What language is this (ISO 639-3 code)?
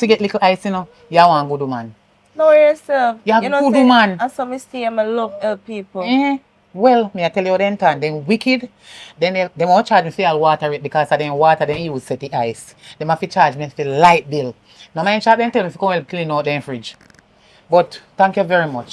jam